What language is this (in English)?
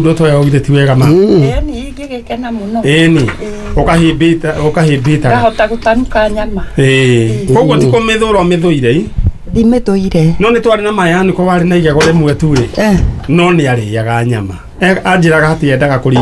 Kikuyu